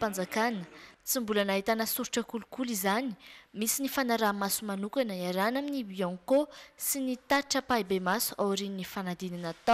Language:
Malagasy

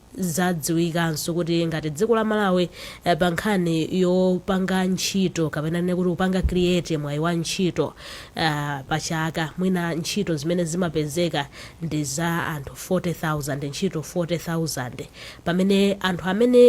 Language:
Nyanja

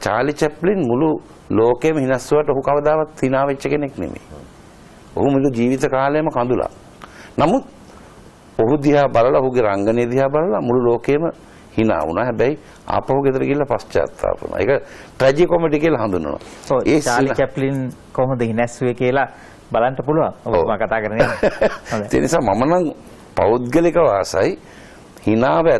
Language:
Sinhala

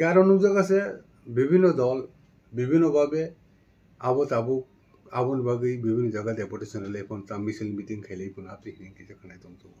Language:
Kok Borok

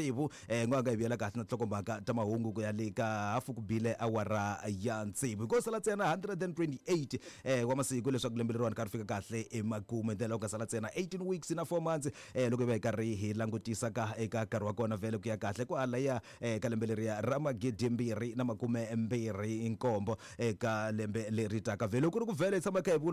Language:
Tsonga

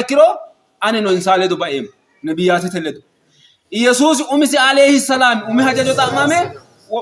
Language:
Sidamo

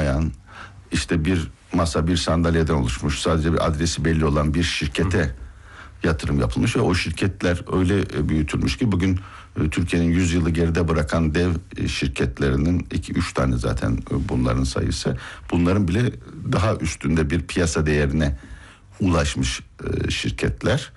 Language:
Turkish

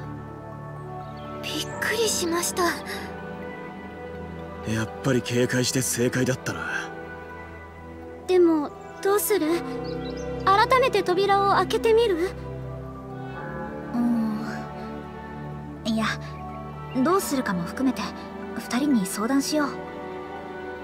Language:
Japanese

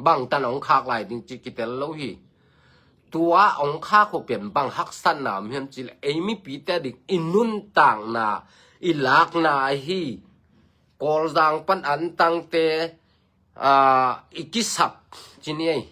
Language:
Tedim Chin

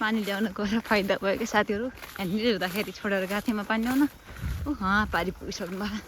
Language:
Nepali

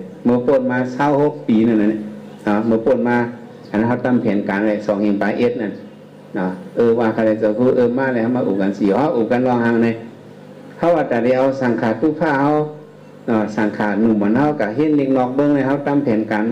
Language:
Shan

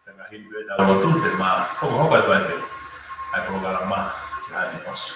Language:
Tongan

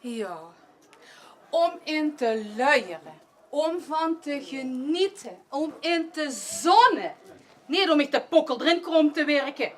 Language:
Limburgish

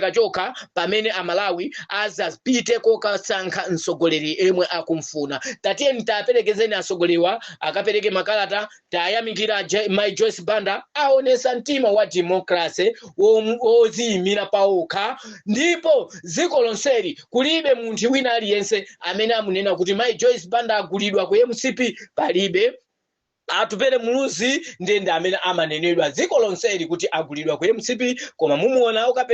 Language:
Nyanja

